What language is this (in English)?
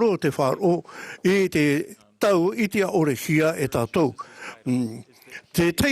Tahitian